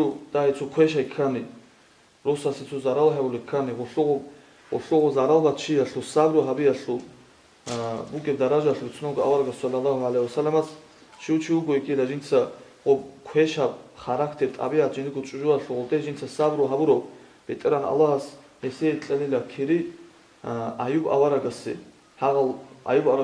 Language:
Avaric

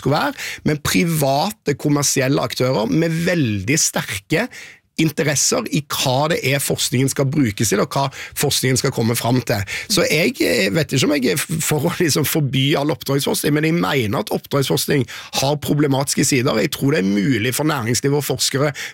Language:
Norwegian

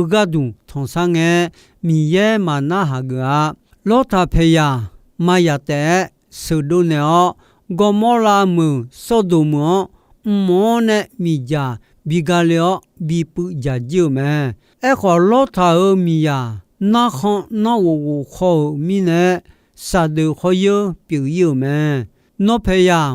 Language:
Akha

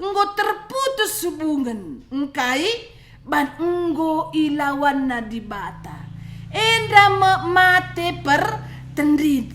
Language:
Batak Karo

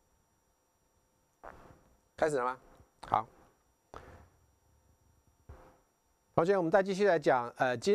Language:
Chinese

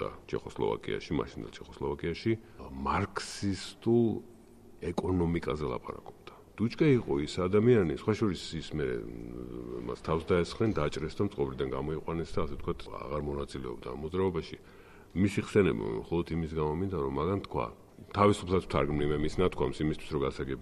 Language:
Georgian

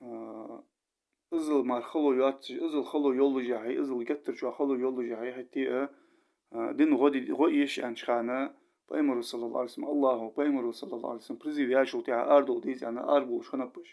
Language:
Ingush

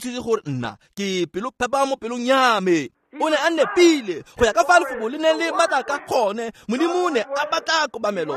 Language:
Tswana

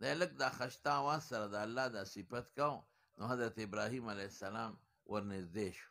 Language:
Pashto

